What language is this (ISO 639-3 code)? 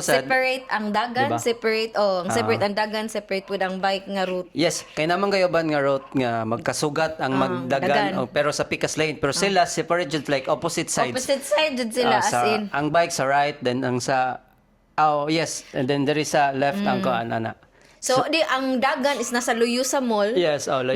ceb